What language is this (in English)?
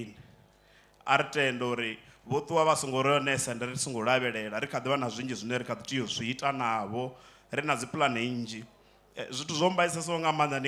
Venda